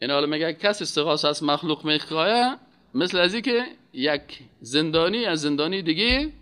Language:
Persian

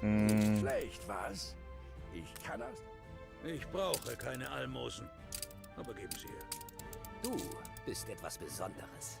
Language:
Bavarian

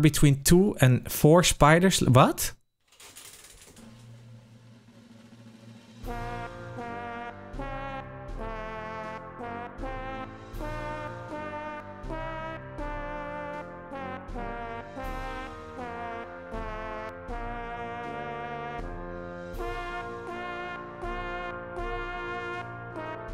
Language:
Dutch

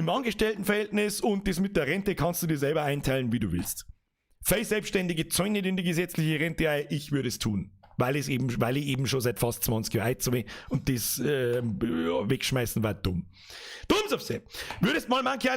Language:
Bavarian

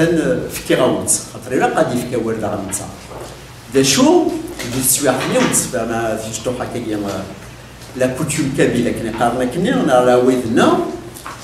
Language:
Kabyle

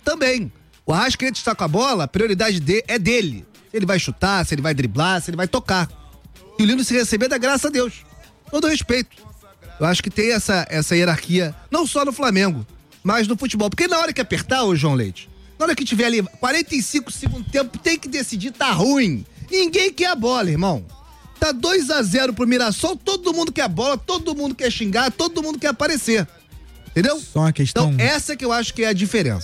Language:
Portuguese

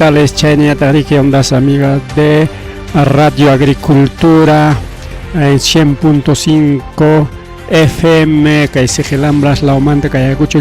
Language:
Ayacucho Quechua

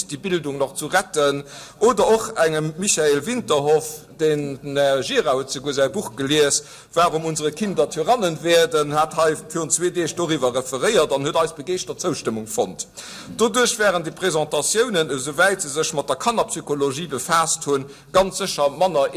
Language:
Luxembourgish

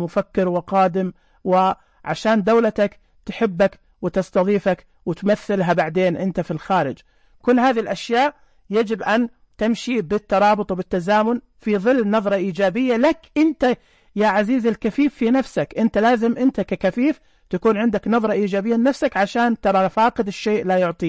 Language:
Najdi Arabic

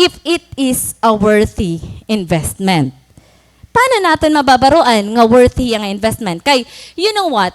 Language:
Waray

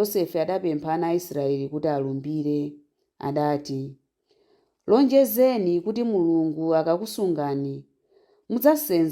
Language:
Nyanja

